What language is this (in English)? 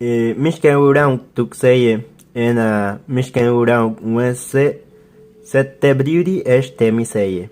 Bribri